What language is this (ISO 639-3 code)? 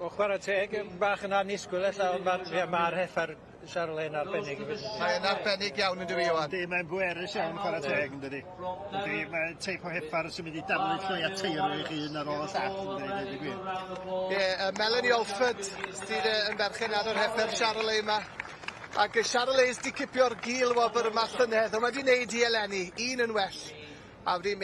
cym